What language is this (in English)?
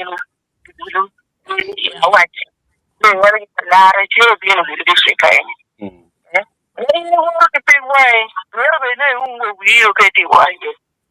Acoli